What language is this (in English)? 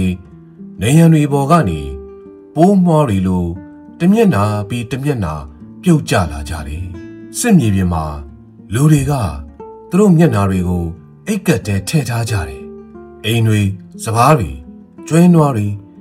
Burmese